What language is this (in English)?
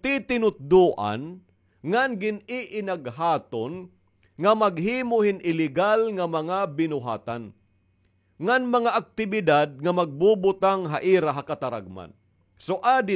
Waray